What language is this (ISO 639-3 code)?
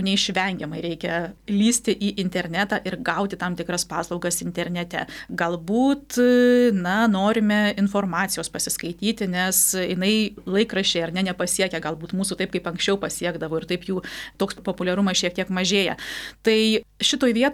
lit